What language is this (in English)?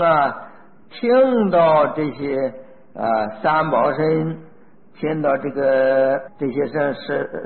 Chinese